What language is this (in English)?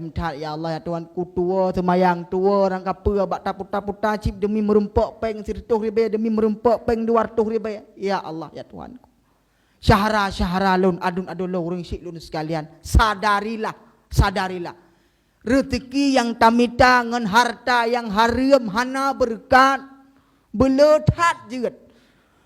Achinese